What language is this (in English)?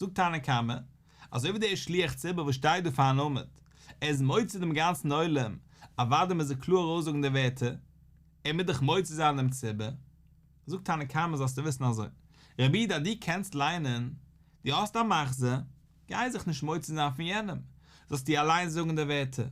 Yiddish